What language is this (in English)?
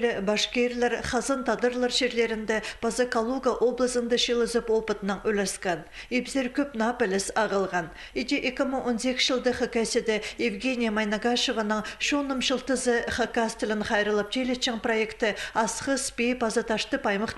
Khakas